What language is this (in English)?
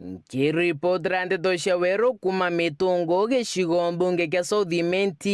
Meru